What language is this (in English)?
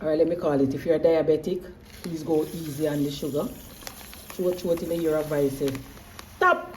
Jamaican Creole English